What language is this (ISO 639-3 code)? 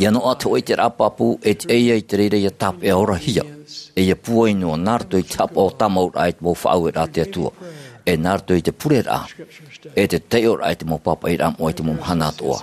tah